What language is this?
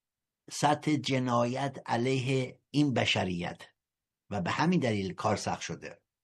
Persian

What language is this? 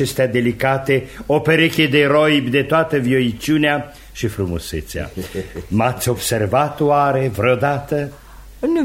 Romanian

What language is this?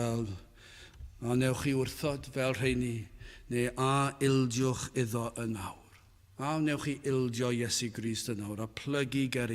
Welsh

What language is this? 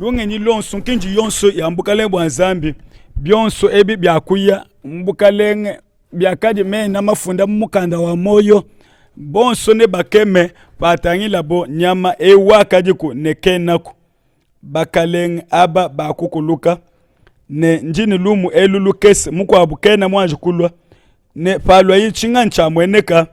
Luba-Lulua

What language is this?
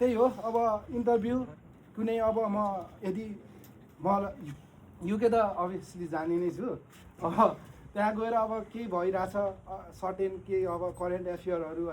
Nepali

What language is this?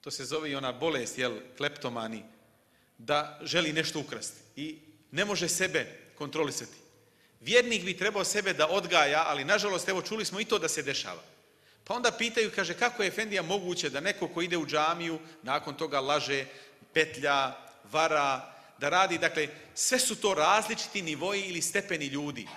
Bosnian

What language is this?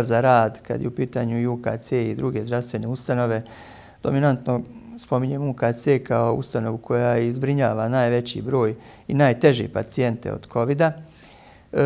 Bosnian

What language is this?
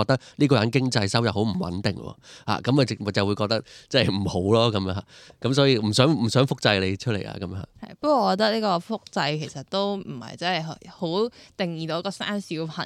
Cantonese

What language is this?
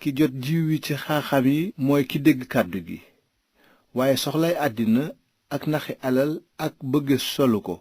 Wolof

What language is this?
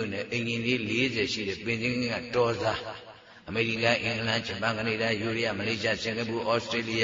Burmese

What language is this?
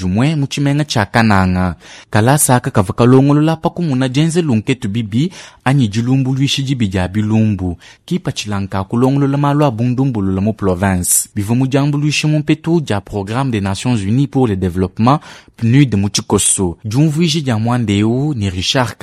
Luba-Lulua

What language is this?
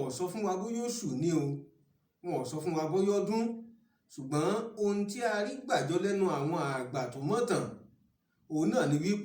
Yoruba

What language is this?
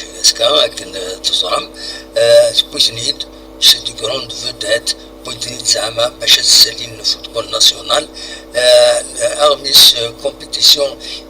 Kabyle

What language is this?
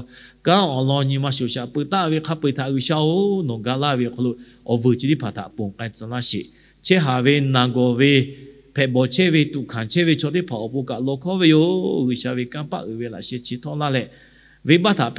Lahu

